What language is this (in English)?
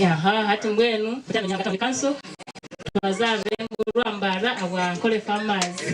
Nyankole